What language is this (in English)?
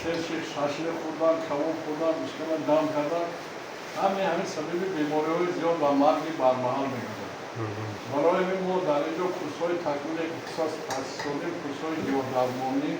Tajik